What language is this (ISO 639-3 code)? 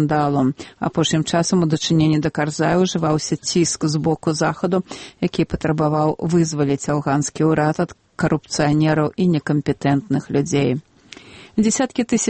bel